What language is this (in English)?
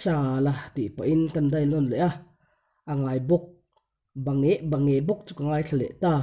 Mizo